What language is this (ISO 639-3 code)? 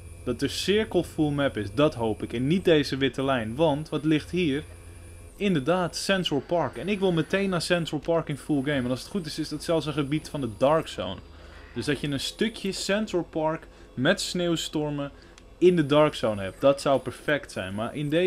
nld